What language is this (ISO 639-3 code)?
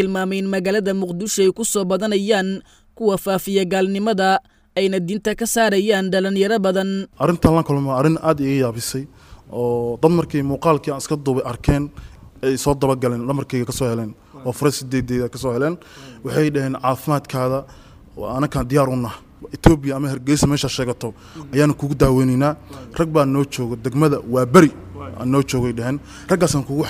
som